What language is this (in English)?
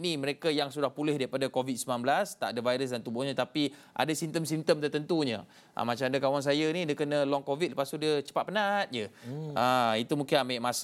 Malay